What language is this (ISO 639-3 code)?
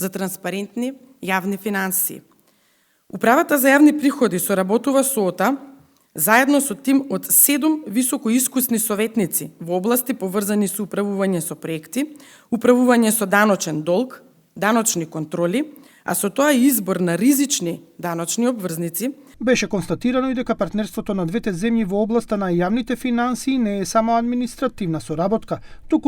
mkd